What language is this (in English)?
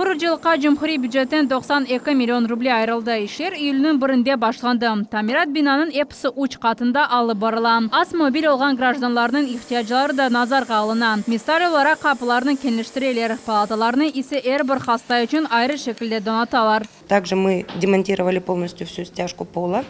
Crimean Tatar